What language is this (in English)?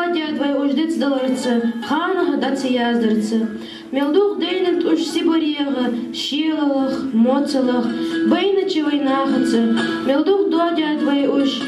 Ingush